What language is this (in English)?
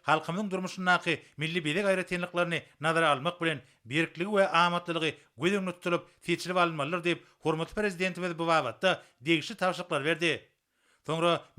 Turkmen